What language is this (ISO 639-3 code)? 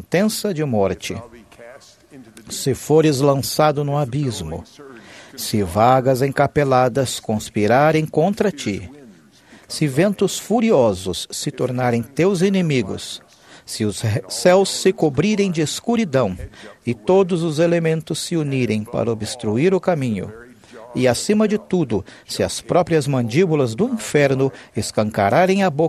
por